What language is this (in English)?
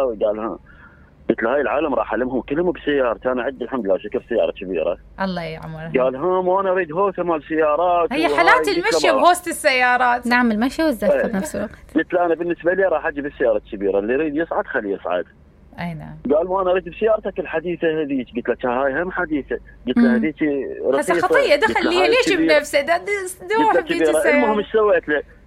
Mesopotamian Arabic